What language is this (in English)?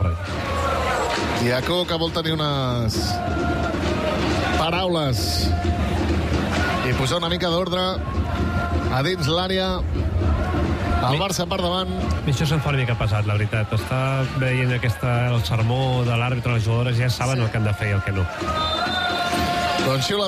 Catalan